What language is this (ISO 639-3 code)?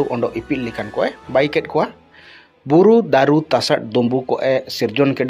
hoc